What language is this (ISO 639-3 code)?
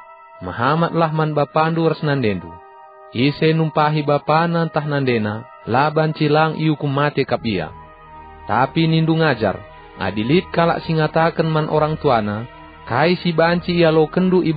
btx